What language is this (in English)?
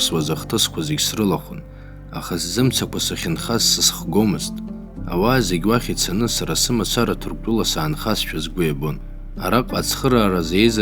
Abkhazian